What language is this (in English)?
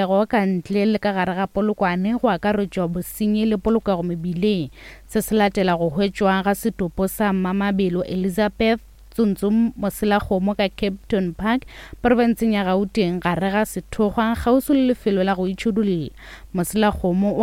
Northern Sotho